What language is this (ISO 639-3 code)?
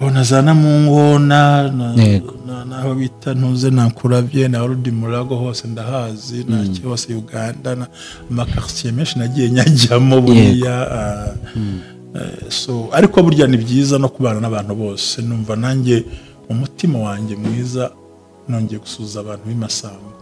kin